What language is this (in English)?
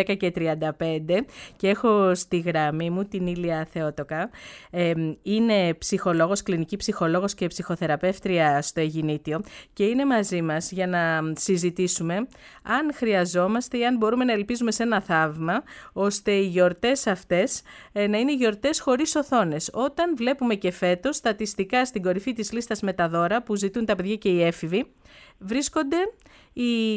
Greek